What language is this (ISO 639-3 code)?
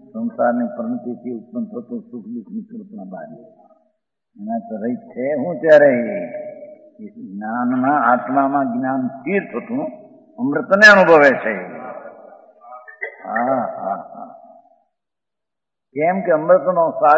guj